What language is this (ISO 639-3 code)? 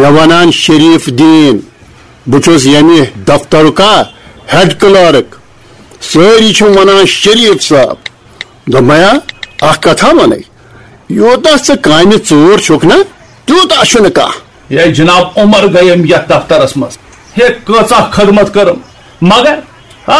kas